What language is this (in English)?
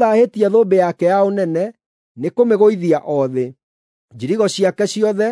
Kikuyu